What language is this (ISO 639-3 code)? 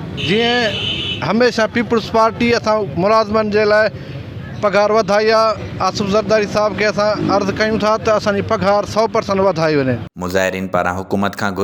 snd